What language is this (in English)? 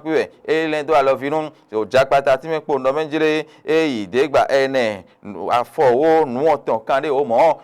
Fon